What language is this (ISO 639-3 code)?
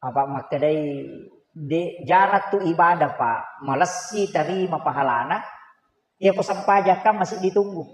bug